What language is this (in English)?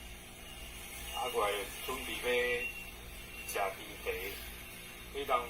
Min Nan Chinese